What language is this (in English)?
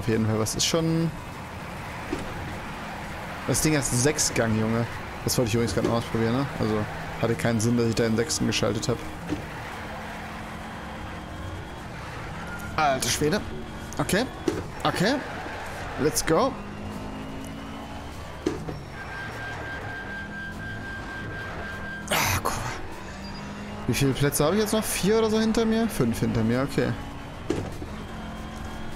German